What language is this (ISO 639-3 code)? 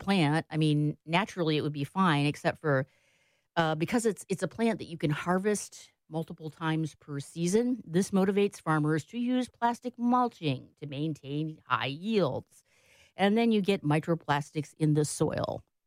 eng